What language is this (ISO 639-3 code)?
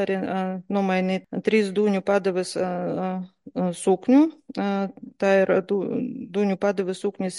lav